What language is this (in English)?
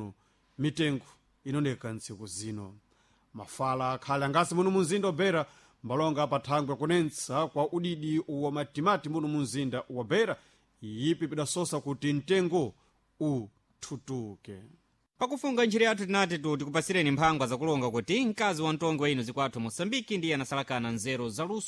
Sena